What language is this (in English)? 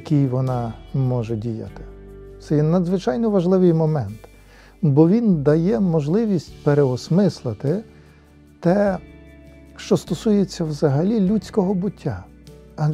Ukrainian